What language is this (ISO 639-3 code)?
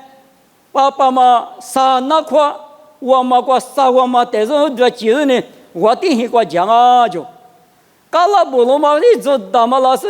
lis